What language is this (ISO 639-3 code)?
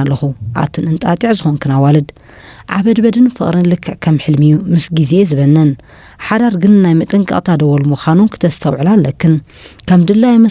tir